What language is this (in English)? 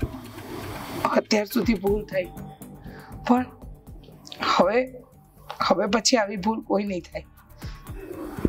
Gujarati